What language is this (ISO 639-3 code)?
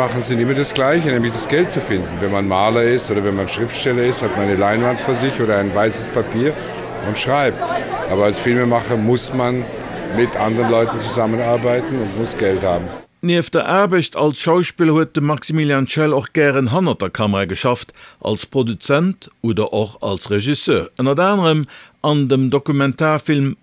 ltz